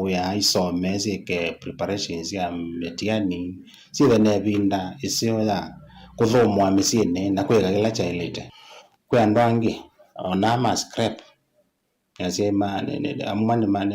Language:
Kamba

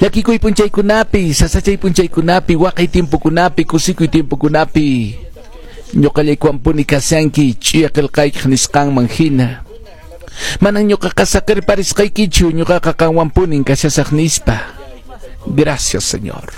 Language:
Quechua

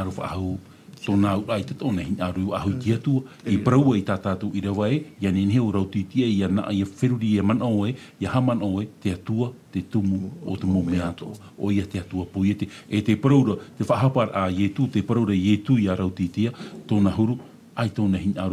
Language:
Tahitian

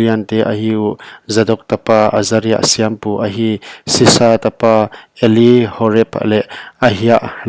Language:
Paite Chin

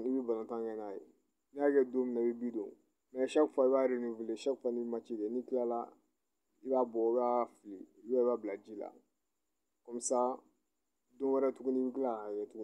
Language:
Bambara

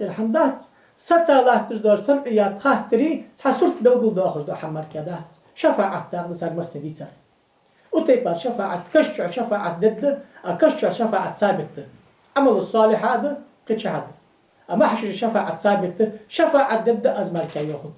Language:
Ingush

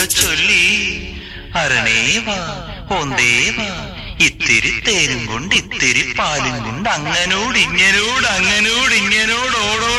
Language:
Malayalam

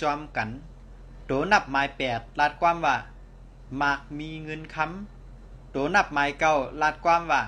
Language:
Shan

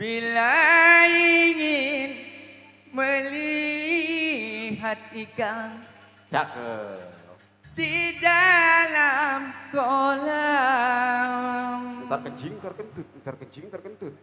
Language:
Betawi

